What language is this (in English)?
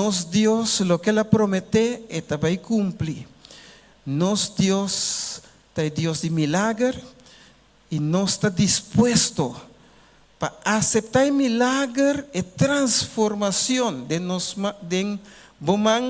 Papiamento